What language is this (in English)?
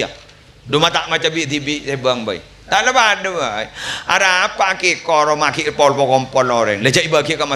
Madurese